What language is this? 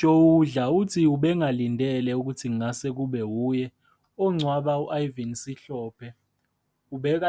Zulu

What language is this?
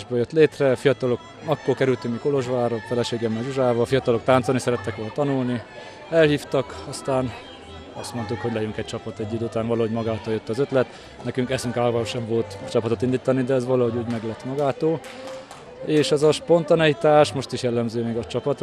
Hungarian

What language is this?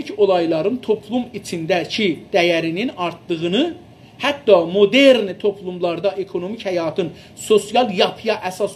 South Azerbaijani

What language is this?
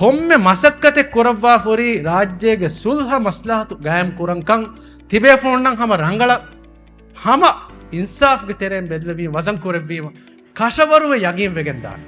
Divehi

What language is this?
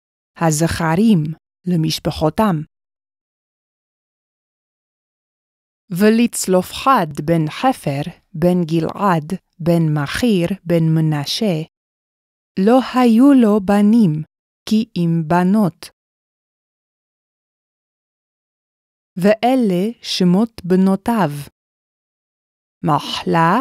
Hebrew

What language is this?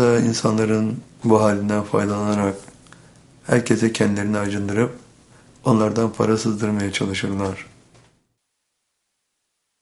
Turkish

